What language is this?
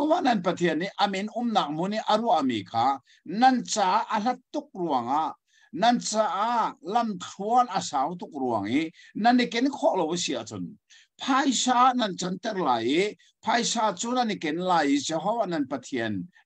Hakha Chin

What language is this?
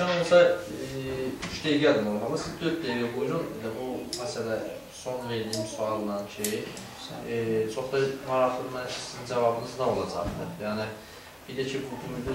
South Azerbaijani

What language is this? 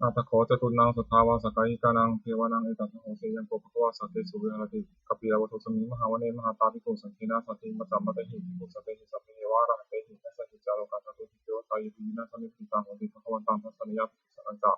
Pali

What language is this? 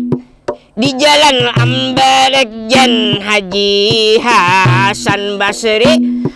Banjar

